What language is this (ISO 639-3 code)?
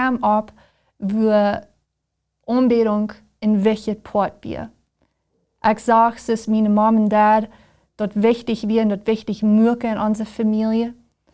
pdt